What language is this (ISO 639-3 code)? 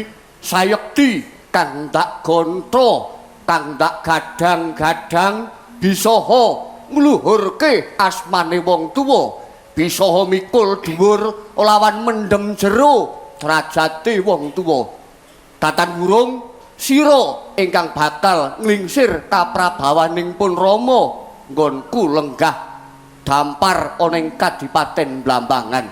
jav